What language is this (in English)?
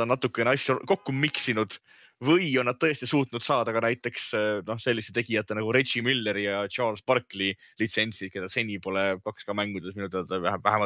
Estonian